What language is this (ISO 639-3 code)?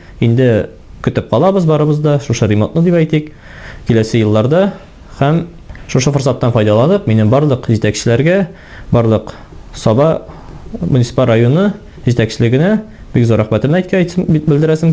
tat